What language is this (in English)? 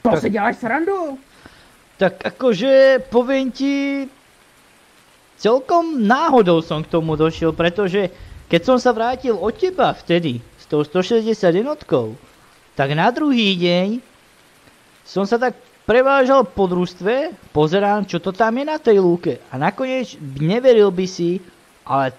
Slovak